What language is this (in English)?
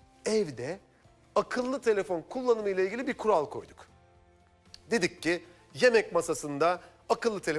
Turkish